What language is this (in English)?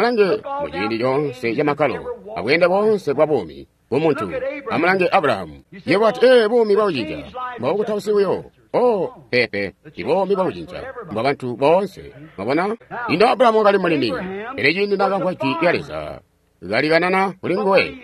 Tonga (Zambia)